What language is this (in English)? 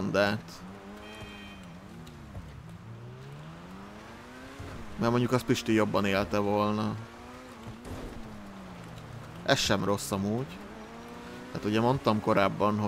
Hungarian